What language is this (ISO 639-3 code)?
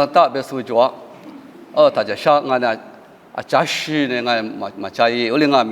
lis